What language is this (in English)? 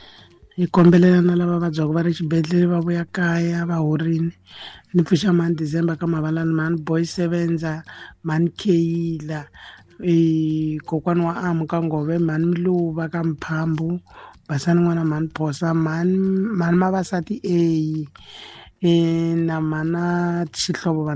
Tsonga